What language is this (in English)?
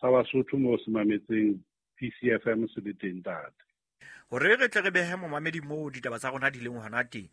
Southern Sotho